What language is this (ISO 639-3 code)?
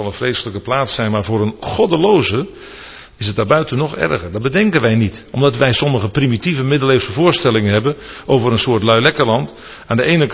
nld